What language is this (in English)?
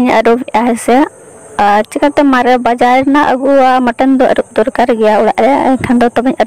Santali